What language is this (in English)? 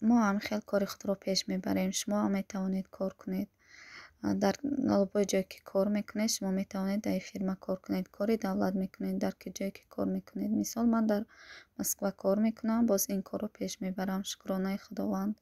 Tajik